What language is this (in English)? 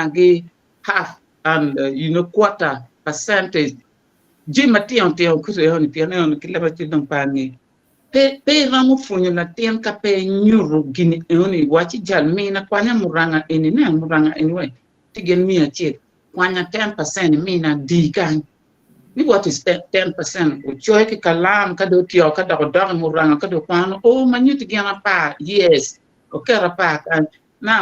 Acoli